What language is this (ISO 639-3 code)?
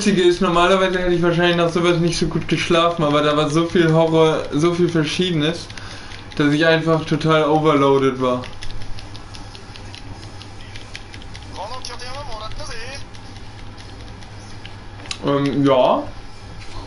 deu